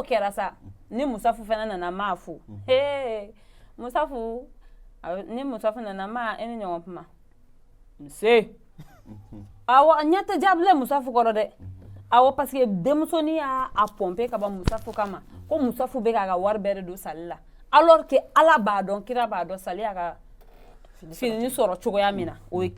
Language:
Bambara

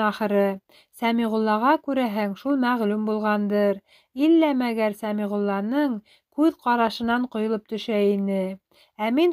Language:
Bashkir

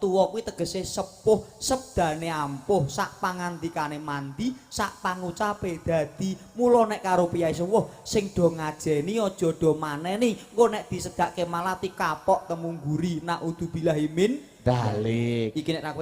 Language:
Javanese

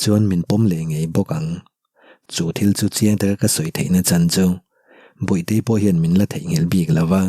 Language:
Mizo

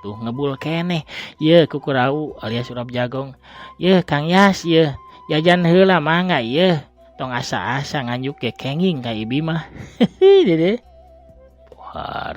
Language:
Sundanese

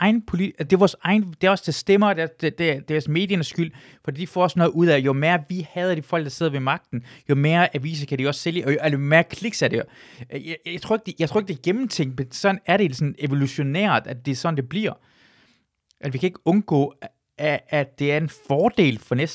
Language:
Danish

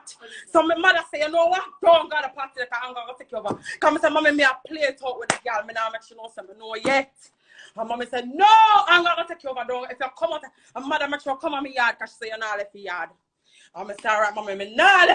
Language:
Jamaican Creole English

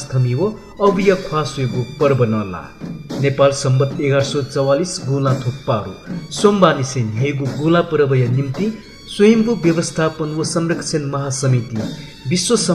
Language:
Newari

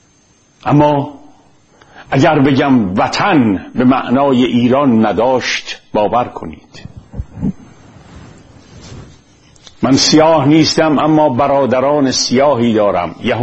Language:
Persian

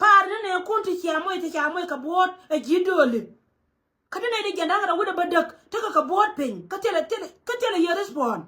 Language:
Nuer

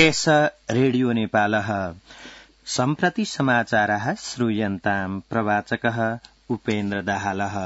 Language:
Sanskrit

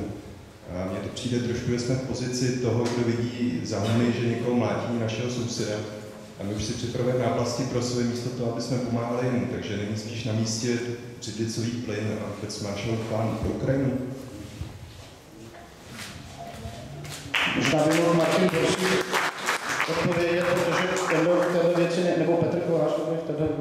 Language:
Czech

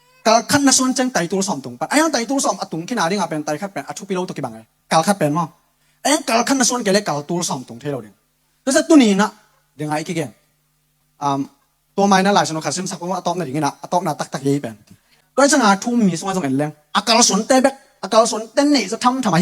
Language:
Tedim Chin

